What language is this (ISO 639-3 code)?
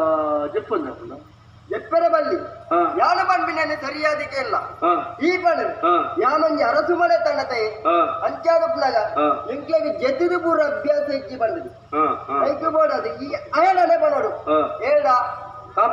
tcy